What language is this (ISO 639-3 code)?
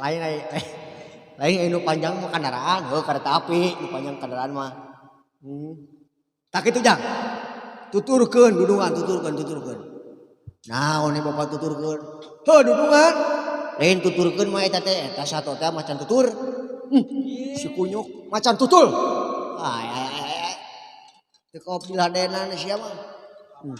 sun